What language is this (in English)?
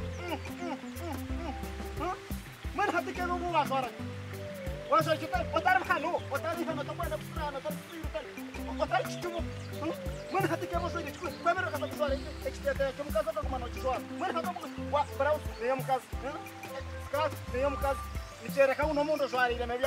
Nyankole